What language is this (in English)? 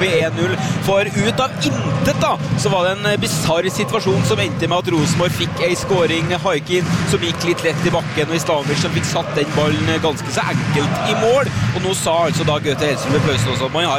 Norwegian